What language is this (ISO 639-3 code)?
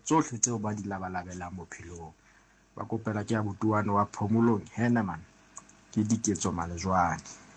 sot